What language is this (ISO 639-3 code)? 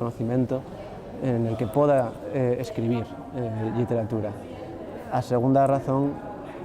ast